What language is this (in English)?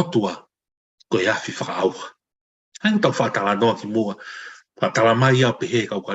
Tongan